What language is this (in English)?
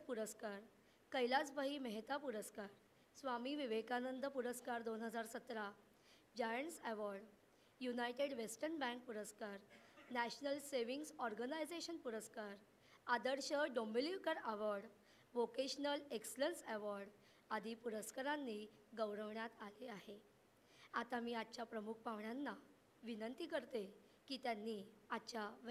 Marathi